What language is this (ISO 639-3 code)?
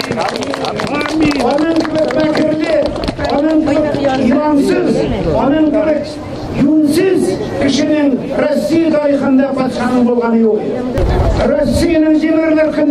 tat